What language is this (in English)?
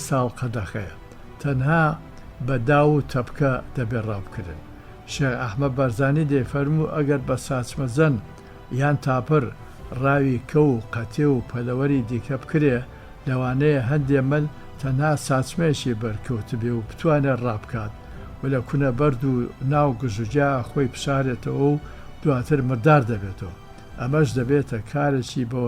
Central Kurdish